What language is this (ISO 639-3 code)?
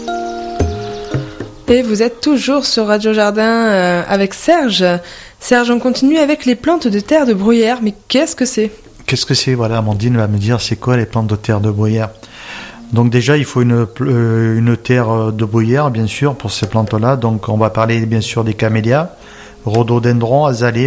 fra